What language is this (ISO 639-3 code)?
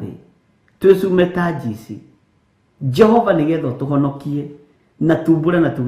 kik